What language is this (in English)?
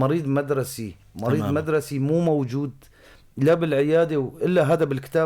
North Levantine Arabic